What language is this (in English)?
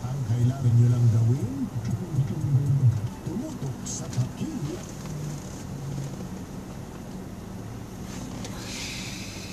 Filipino